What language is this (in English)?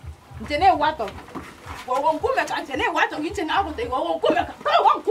Gusii